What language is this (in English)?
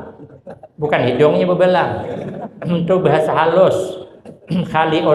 Banjar